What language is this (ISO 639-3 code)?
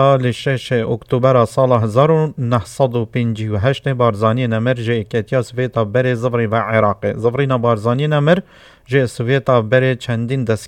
kur